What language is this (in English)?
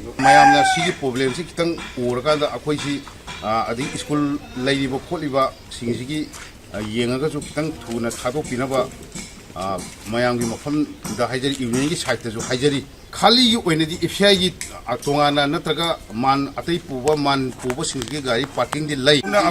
Manipuri